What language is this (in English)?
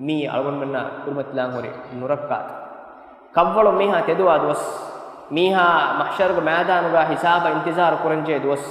Divehi